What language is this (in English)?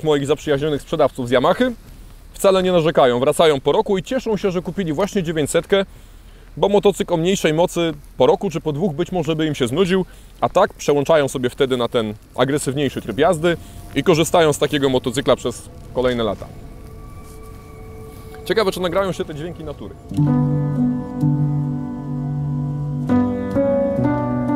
Polish